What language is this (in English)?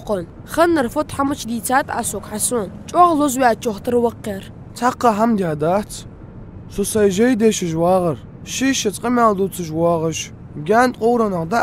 Ingush